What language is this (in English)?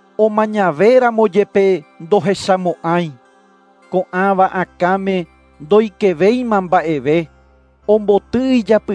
Guarani